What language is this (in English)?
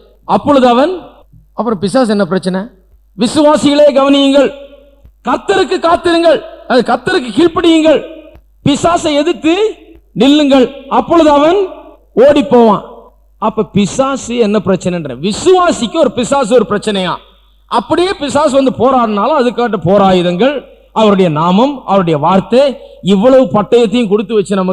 Tamil